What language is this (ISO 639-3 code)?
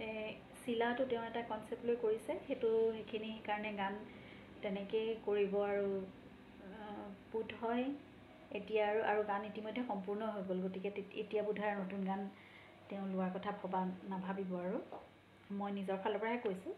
asm